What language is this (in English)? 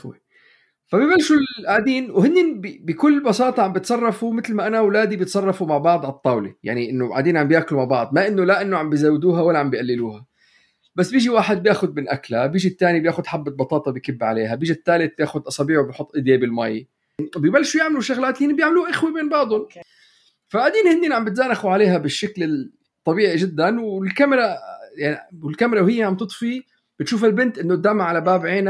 North Levantine Arabic